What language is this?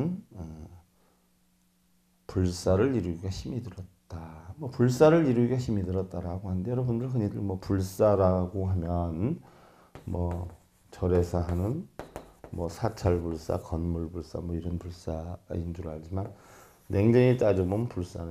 Korean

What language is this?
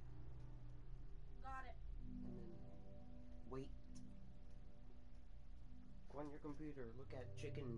English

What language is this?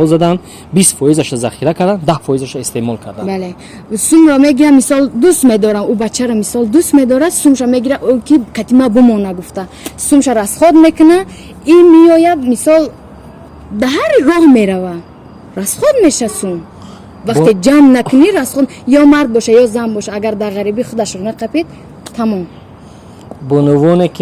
Tajik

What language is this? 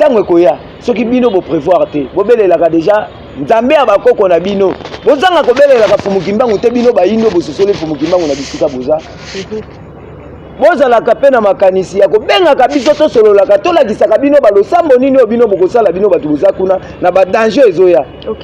Lingala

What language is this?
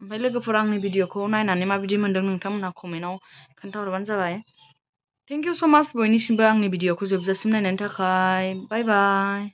Bodo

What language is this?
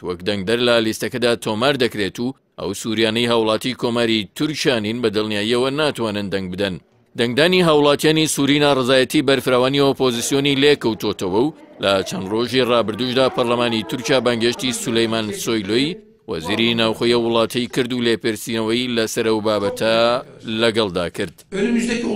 Central Kurdish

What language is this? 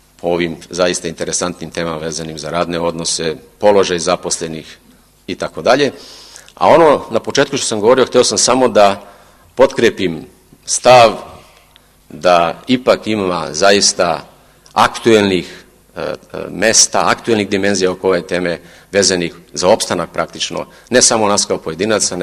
Serbian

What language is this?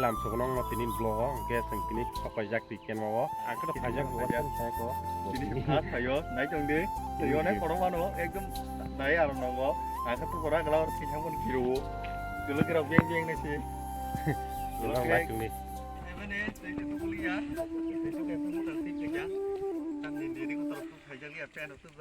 Kok Borok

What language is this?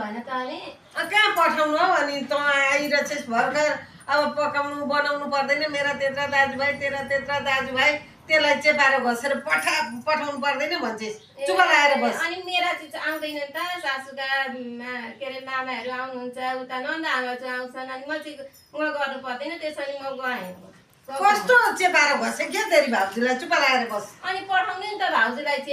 Nepali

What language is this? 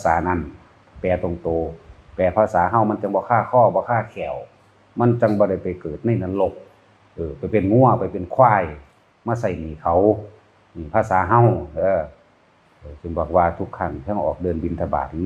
Northeastern Thai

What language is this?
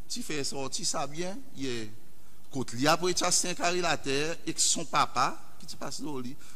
Seselwa Creole French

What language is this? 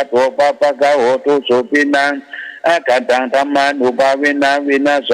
Pali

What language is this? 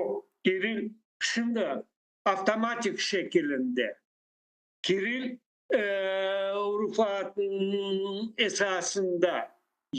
Crimean Tatar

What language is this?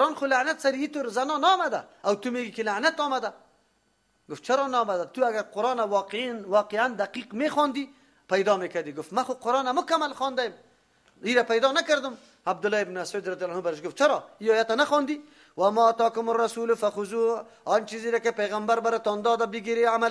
Persian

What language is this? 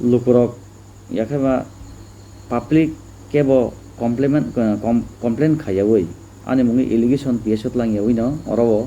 Kok Borok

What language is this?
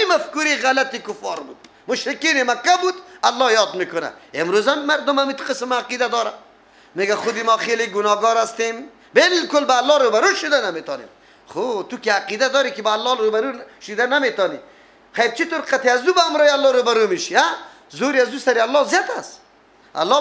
Persian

